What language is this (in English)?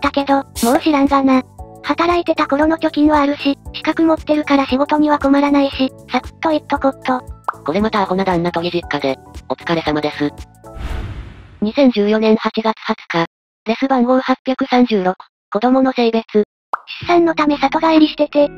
Japanese